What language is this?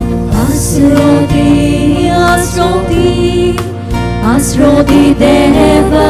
Konkani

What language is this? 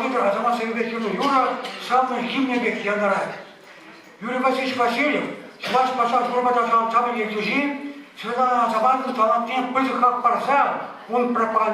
Chuvash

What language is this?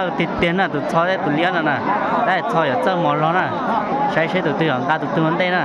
Hmong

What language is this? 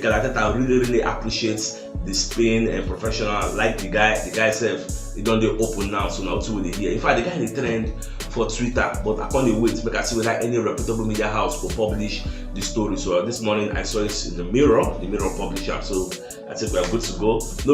Nigerian Pidgin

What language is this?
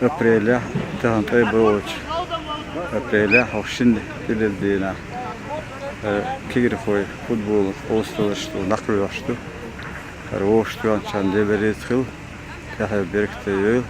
Chechen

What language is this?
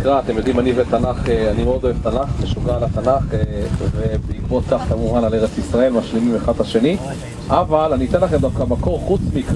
Hebrew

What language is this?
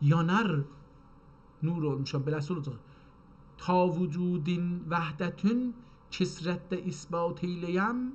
South Azerbaijani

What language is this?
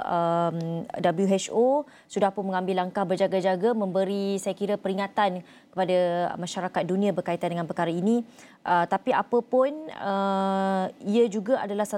Malay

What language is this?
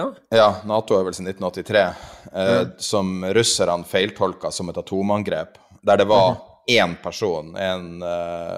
Norwegian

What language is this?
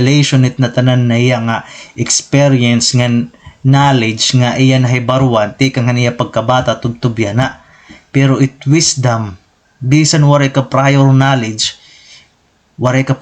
Waray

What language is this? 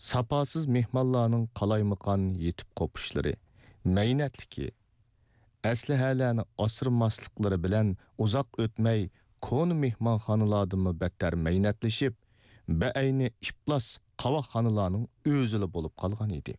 Uyghur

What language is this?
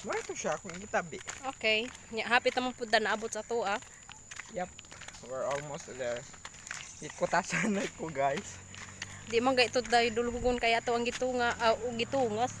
Cebuano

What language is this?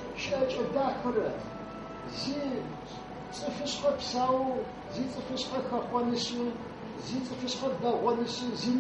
Adyghe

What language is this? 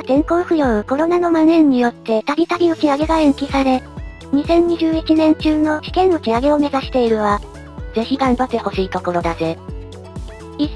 Japanese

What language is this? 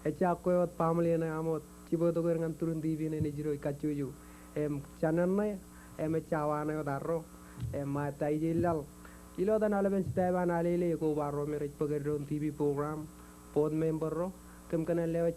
Marshallese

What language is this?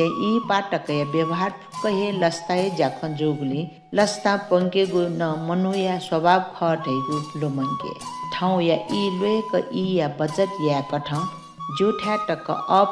Newari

